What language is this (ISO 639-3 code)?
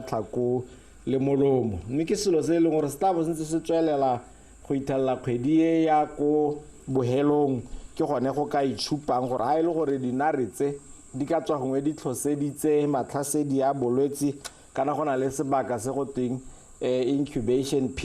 tsn